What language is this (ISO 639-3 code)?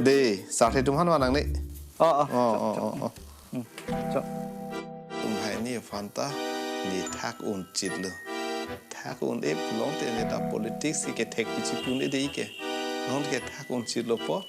mjw